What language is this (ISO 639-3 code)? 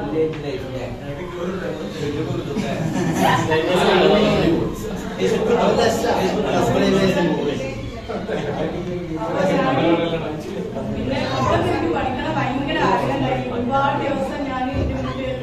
mal